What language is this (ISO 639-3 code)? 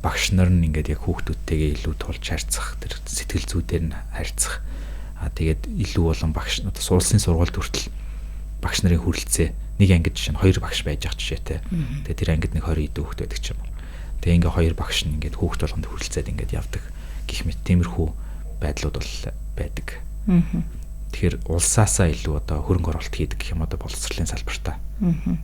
mon